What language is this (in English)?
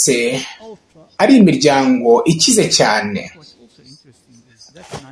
Kinyarwanda